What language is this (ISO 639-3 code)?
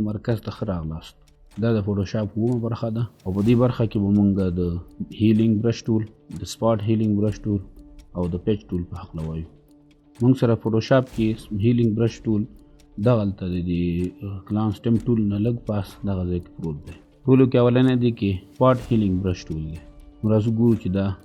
pus